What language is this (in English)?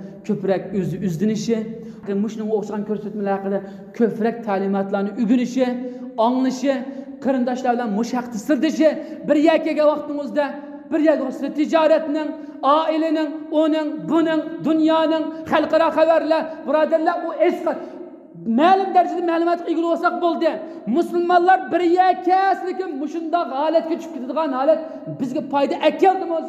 Uyghur